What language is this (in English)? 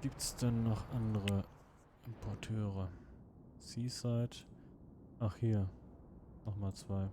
Swiss German